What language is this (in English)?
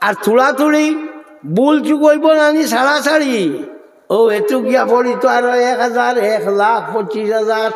Sylheti